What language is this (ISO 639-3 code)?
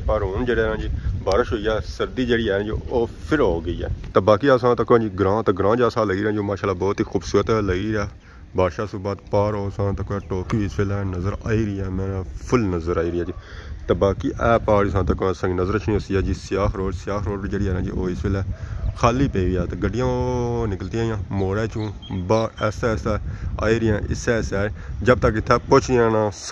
phr